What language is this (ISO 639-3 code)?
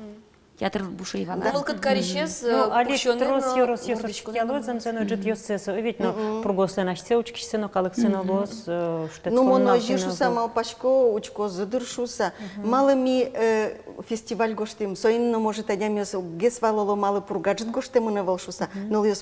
udm